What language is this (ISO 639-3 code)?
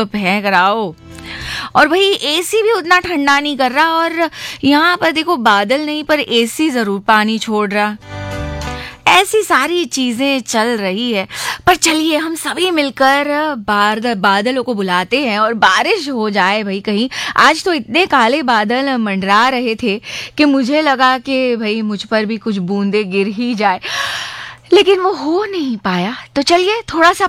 hin